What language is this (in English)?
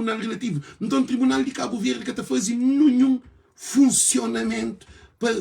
Kabuverdianu